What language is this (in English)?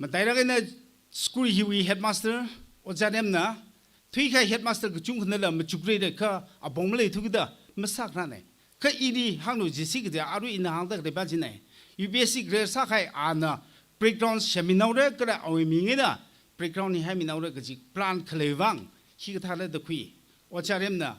Tangkhul Naga (India)